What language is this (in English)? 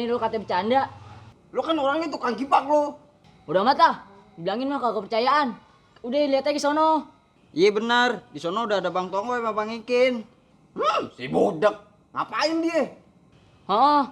Betawi